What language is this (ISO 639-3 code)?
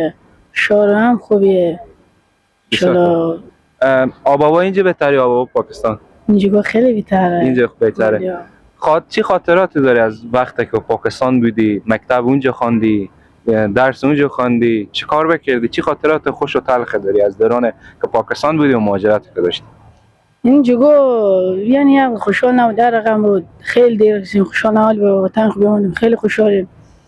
fas